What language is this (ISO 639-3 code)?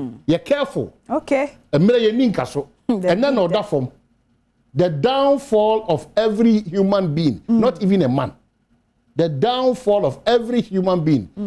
aka